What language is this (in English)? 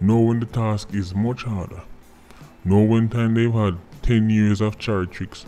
Jamaican Creole English